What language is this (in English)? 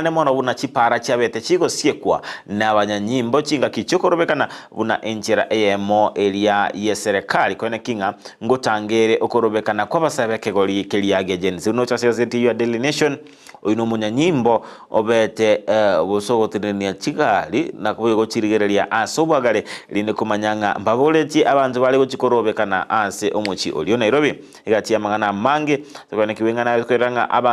Gusii